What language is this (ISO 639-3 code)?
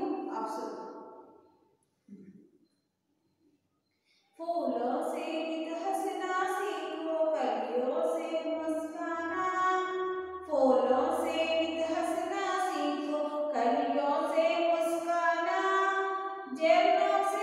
kan